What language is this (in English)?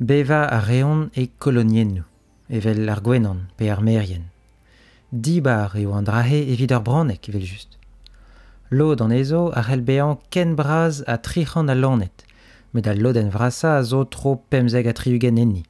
Breton